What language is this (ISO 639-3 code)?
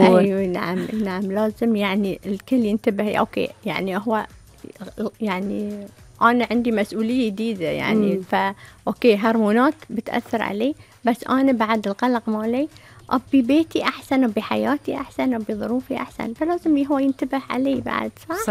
afb